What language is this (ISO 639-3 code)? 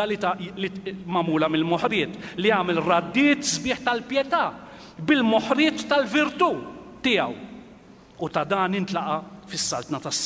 mlt